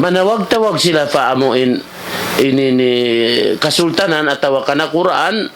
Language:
Tausug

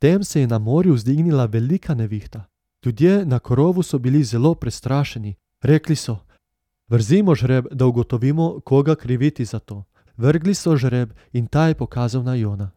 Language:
Slovenian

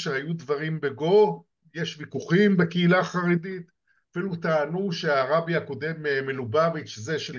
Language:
Hebrew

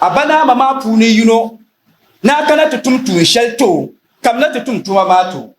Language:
Dagbani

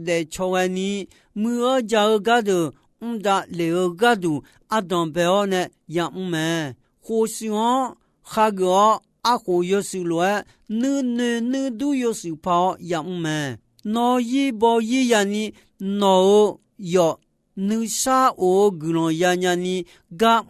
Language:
Akha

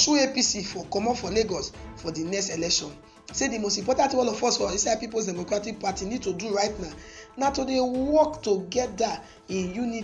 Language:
Nigerian Pidgin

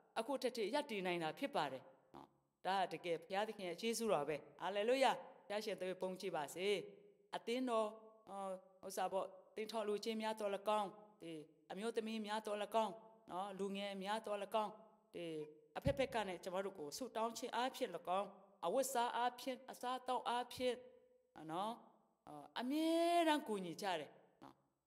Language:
Burmese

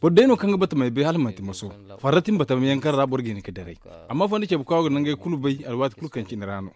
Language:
Zarma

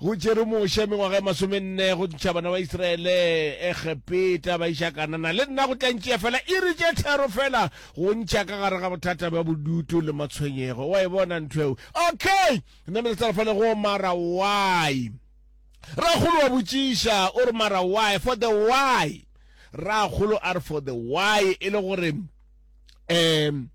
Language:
Northern Sotho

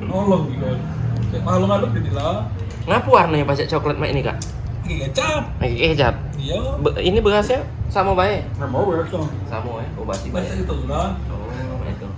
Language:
Musi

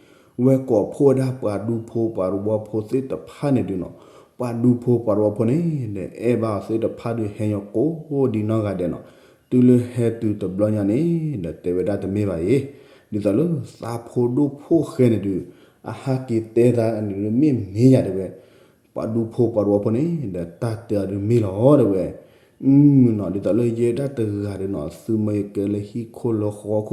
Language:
S'gaw Karen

